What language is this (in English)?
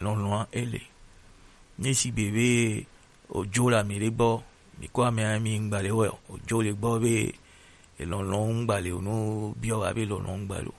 Gen